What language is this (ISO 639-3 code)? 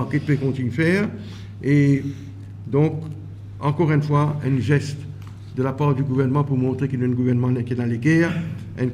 mfe